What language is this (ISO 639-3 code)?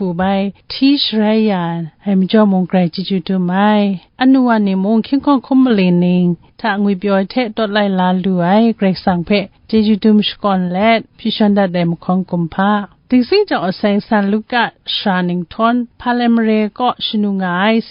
kac